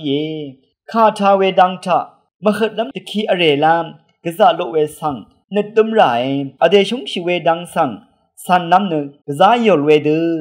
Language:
Rawang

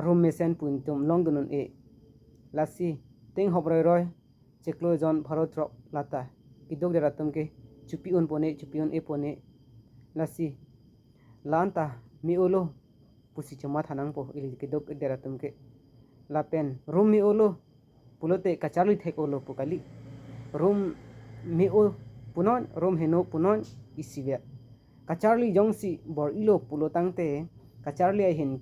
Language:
Karbi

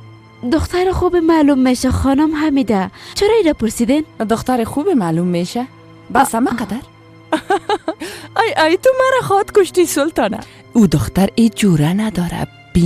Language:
Persian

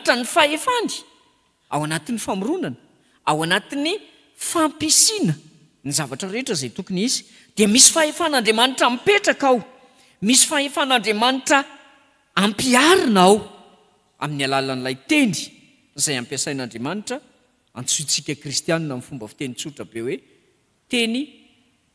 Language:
Malagasy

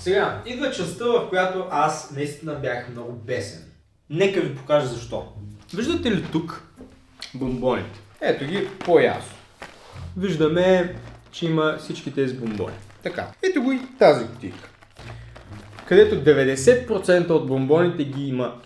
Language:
Bulgarian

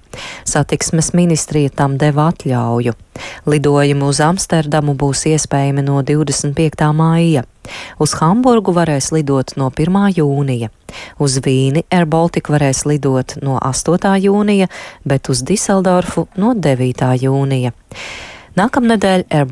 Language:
Latvian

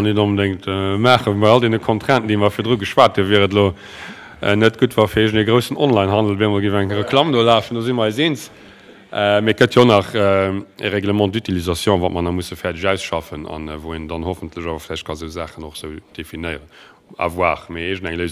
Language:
Luxembourgish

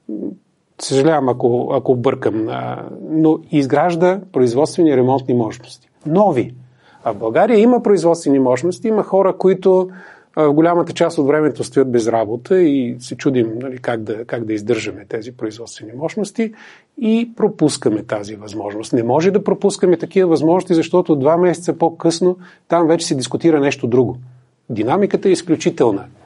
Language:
Bulgarian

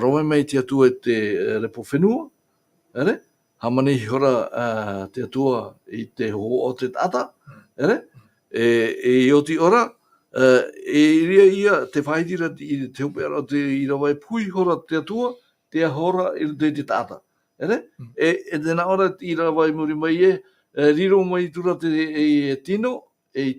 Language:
Tahitian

